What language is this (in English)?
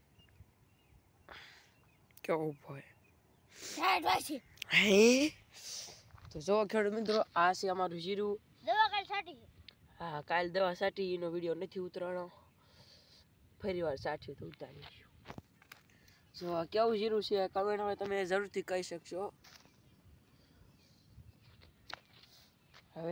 Gujarati